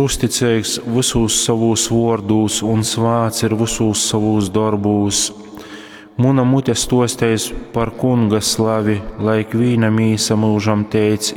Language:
Latgalian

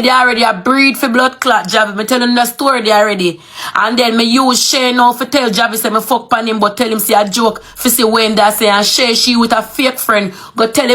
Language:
Jamaican Creole English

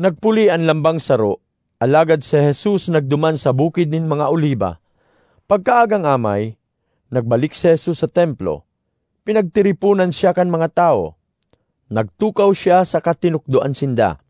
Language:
Bikol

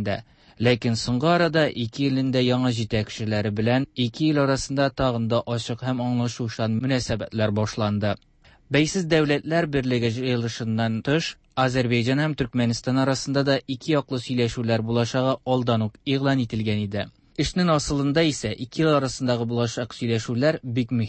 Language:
Tatar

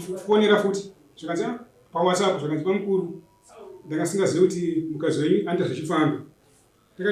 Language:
Shona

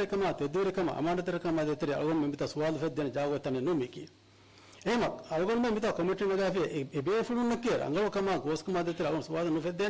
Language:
Divehi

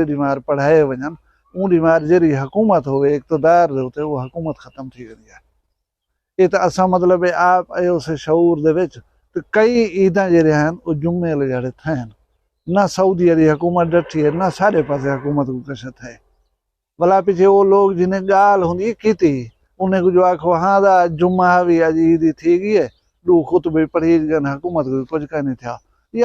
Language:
Saraiki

